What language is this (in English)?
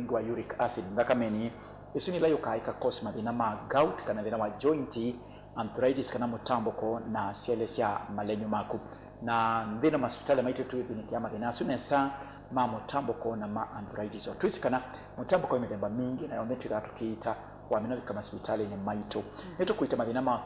Kamba